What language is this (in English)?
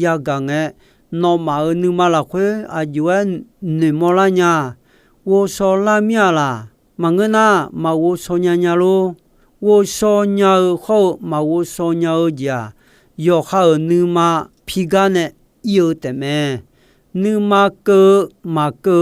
Akha